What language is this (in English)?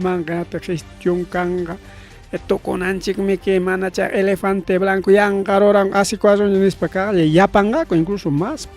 Ayacucho Quechua